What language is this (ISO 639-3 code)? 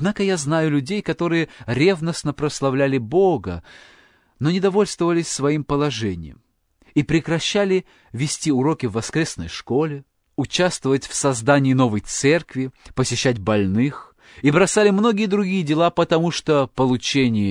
rus